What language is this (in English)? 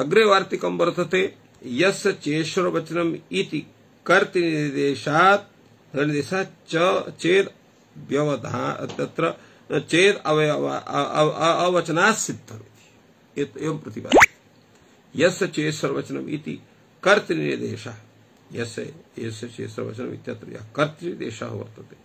Sanskrit